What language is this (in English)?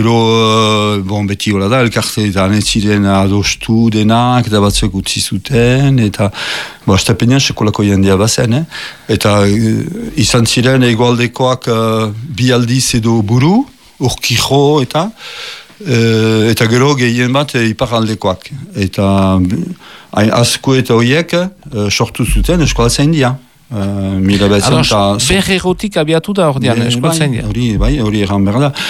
Basque